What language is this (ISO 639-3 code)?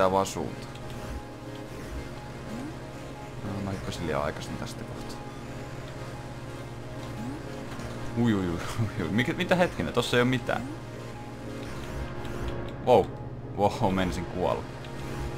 fin